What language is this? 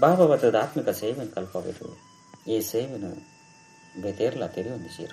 Tulu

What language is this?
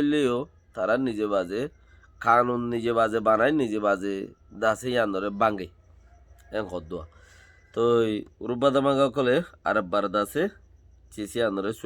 Rohingya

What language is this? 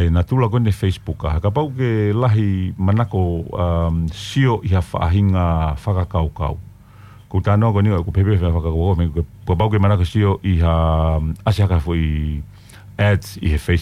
Tongan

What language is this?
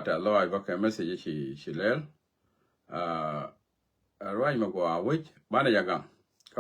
Nuer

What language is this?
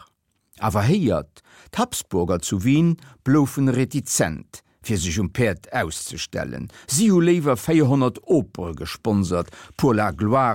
Luxembourgish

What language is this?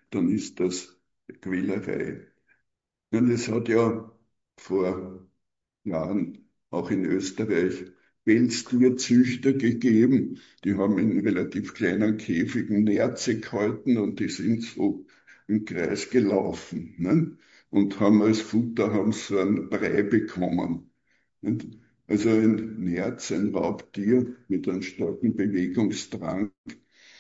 German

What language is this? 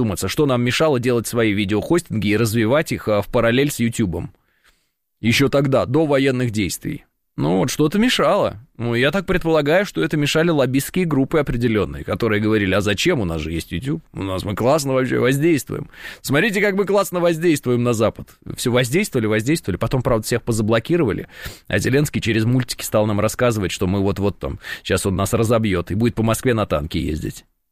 Russian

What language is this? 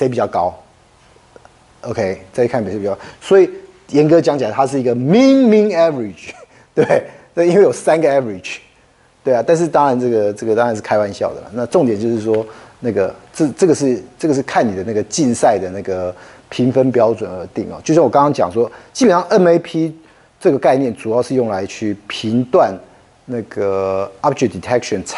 Chinese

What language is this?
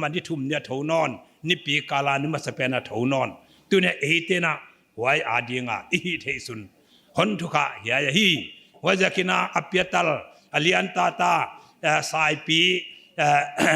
Paite Chin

